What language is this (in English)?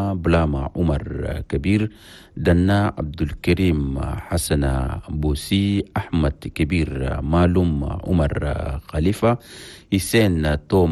Chadian Arabic